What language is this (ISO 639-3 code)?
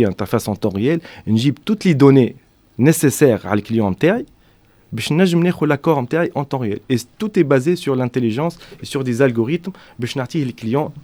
aeb